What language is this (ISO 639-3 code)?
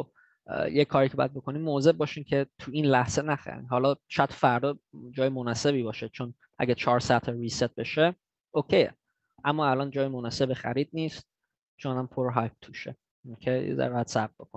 fas